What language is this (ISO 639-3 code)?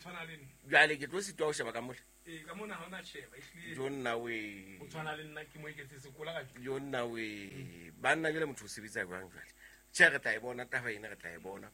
sot